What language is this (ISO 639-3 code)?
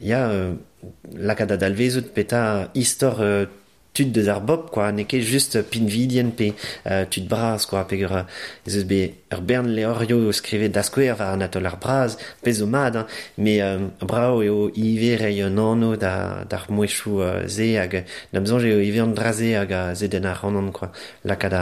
bre